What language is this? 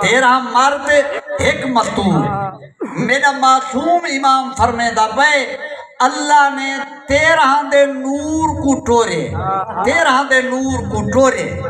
Saraiki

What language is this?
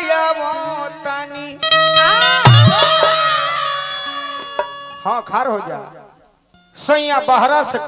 Bhojpuri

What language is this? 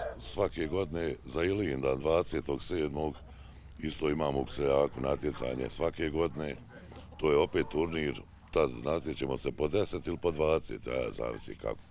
Bosnian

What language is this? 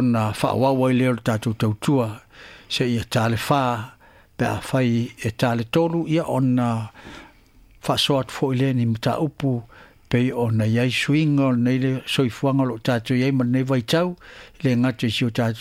Samoan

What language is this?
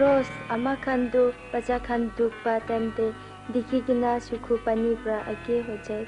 Naga Pidgin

